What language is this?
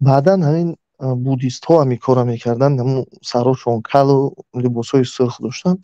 Tajik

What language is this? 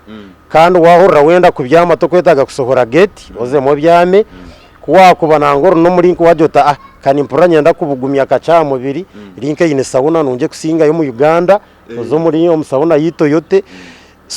Nyankole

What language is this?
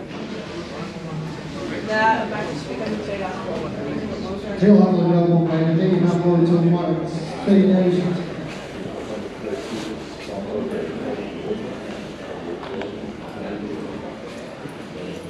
Dutch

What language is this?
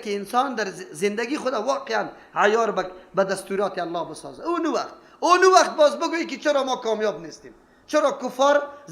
Persian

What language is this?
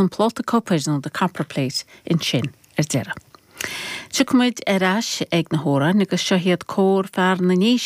Irish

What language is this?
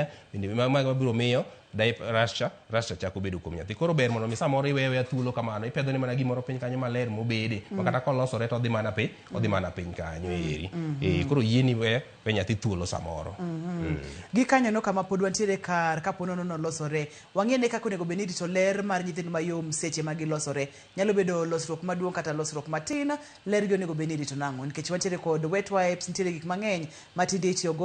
Luo (Kenya and Tanzania)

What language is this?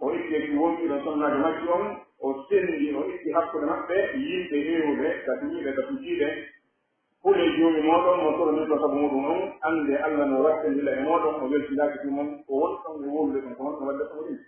Pular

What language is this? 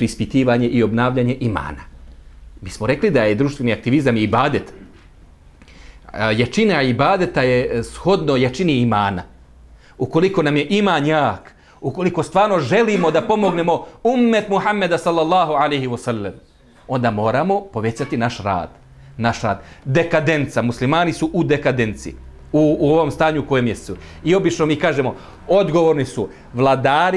Bosnian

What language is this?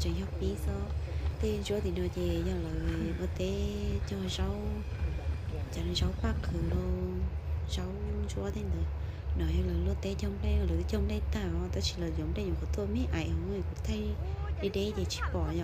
Hmong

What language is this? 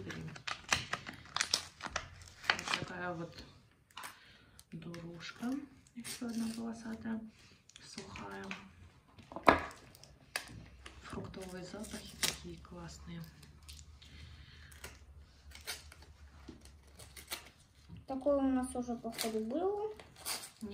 Russian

